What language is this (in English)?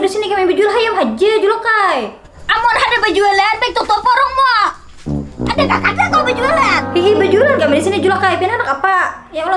Banjar